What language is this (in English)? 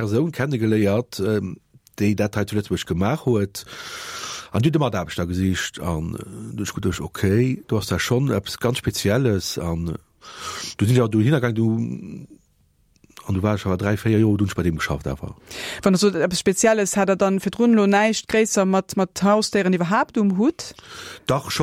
Luxembourgish